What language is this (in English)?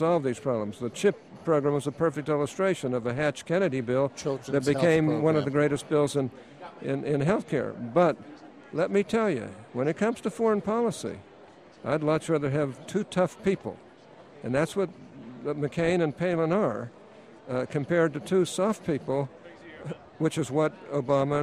English